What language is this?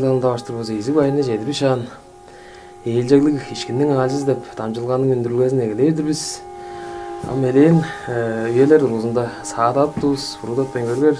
Tuvinian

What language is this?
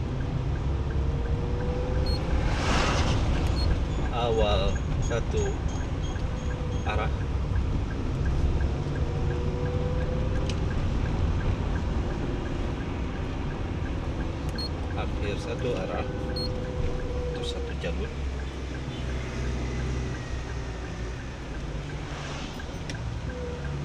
Indonesian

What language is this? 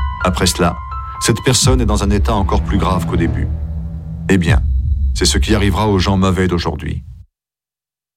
French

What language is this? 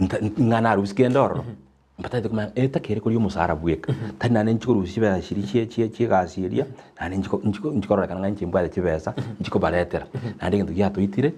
Gusii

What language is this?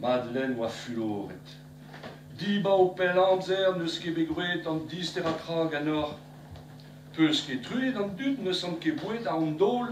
Breton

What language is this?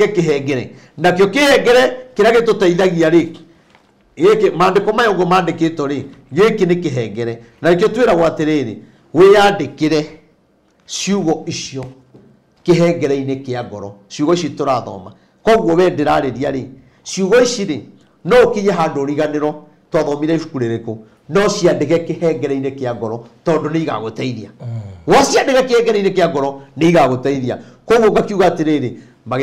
Kikuyu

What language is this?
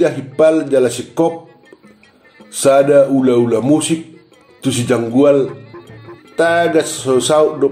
Batak Toba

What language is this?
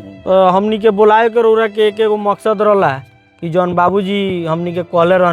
Bhojpuri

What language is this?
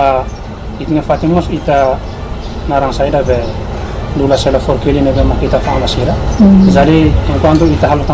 Tetum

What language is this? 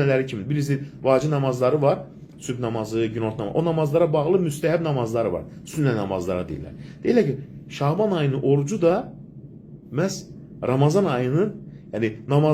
Azerbaijani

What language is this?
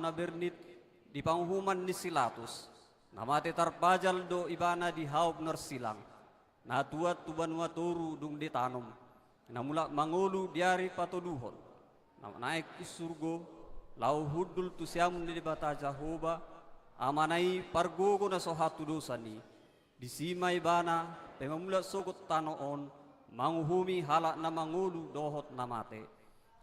Batak Toba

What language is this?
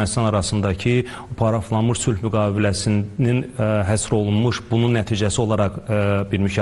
Azerbaijani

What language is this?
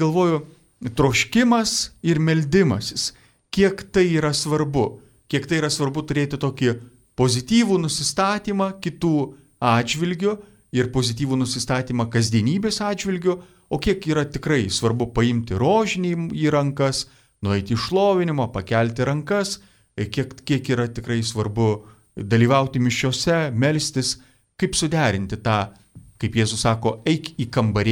Lithuanian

